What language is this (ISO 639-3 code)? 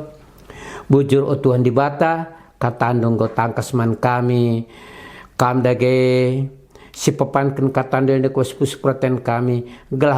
btx